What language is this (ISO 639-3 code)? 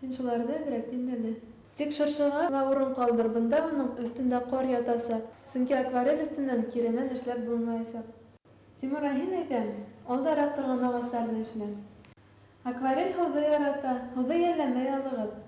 bak